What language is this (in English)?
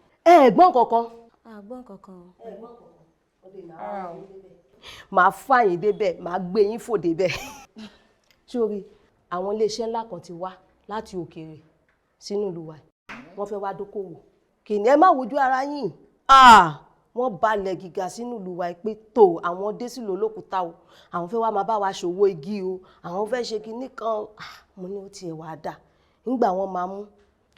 Yoruba